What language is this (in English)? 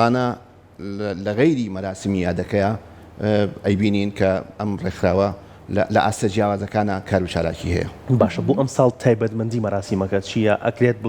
Central Kurdish